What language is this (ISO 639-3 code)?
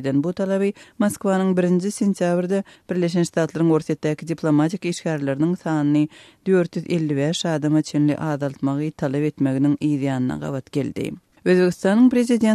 tuk